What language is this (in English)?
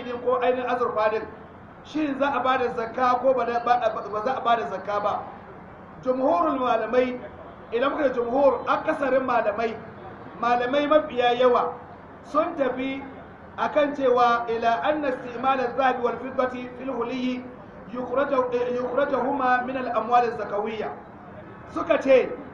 Hausa